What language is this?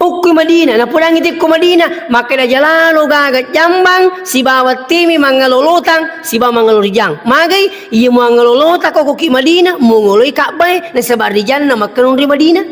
Buginese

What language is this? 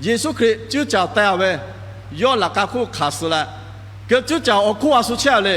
Lahu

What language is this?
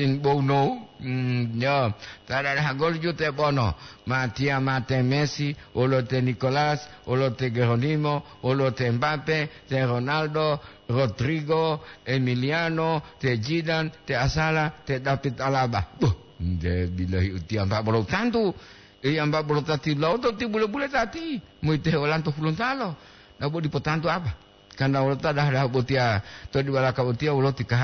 Gorontalo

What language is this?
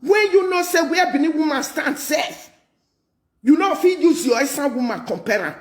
Nigerian Pidgin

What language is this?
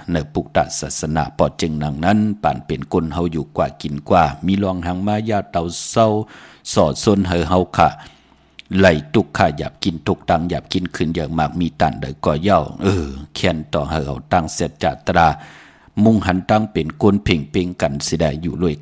Shan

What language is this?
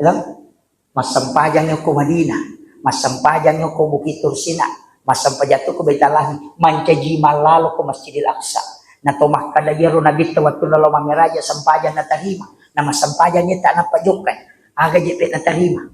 Buginese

